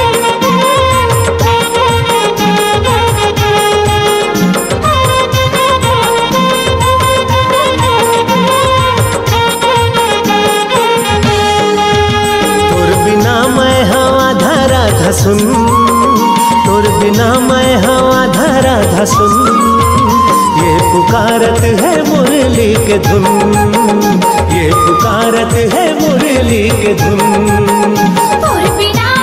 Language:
Chhattisgarhi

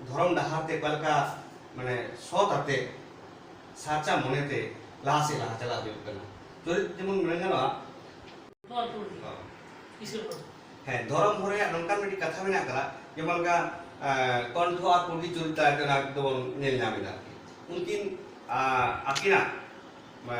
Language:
Santali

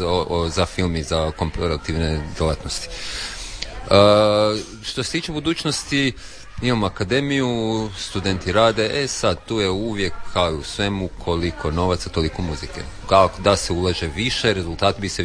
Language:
Croatian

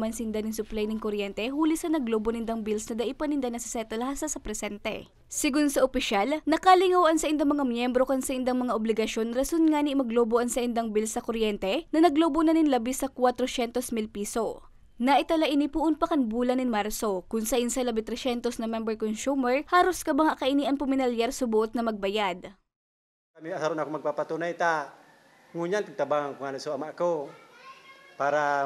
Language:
Bikol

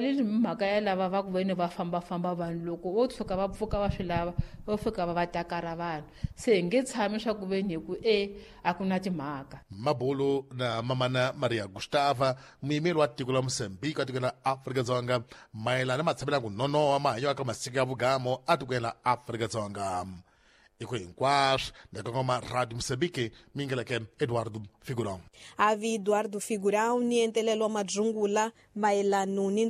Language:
Tsonga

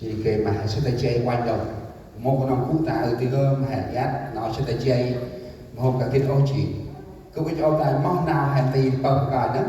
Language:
Central Mnong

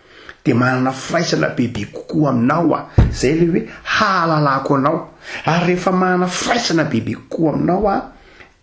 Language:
Malagasy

